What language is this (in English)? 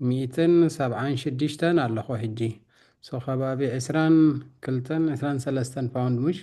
Tigrinya